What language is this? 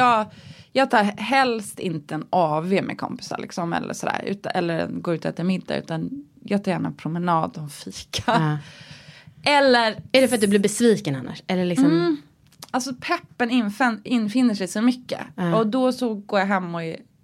Swedish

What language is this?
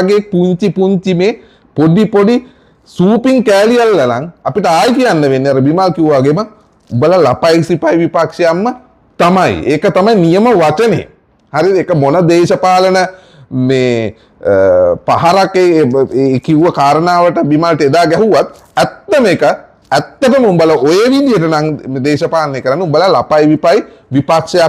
Sinhala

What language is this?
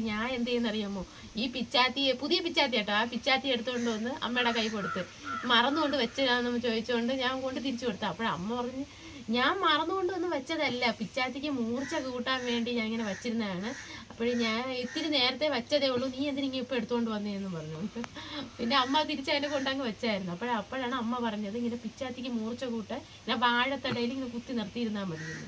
Malayalam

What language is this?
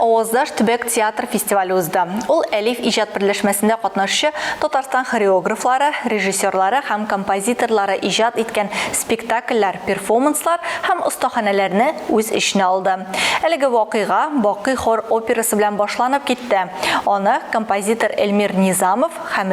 Tatar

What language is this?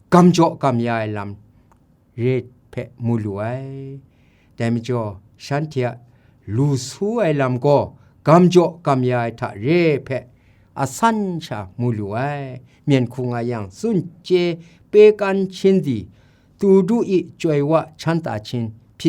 Kachin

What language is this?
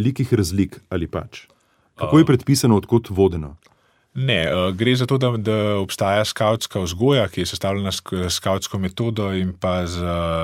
Slovenian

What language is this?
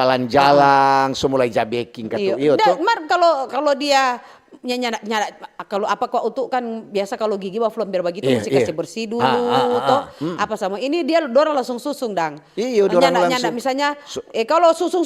Manado Malay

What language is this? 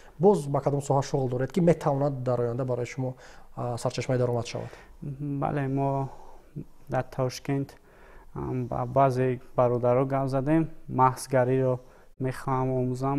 Tajik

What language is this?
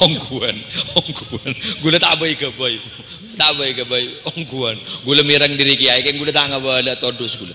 Madurese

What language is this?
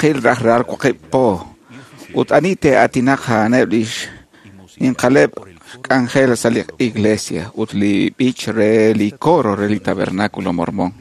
Kekchí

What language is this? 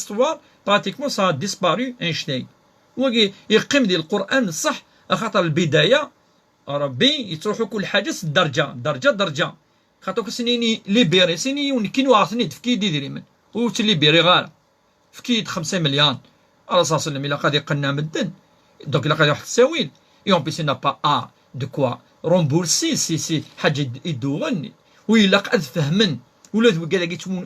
Kabyle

